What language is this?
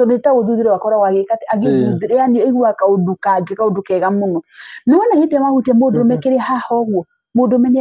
Kikuyu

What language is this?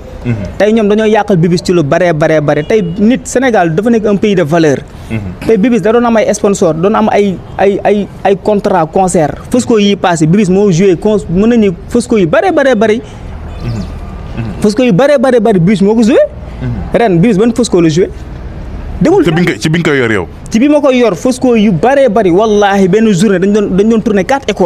Wolof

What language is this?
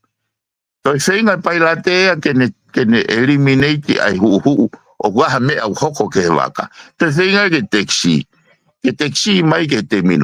Tongan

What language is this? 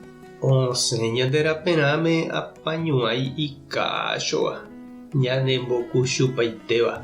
Guarani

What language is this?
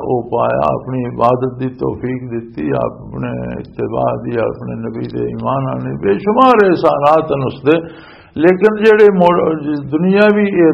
Western Panjabi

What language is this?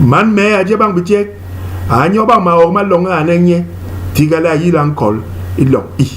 Basaa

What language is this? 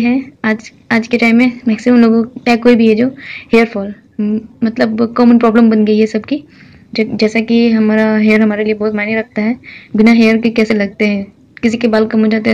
Hindi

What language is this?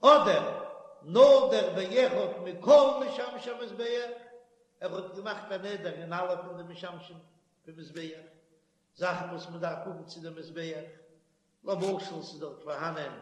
Yiddish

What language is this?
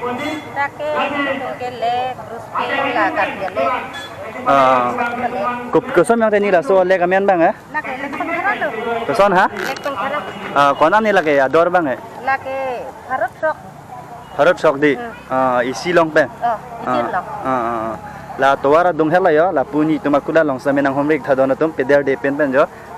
Karbi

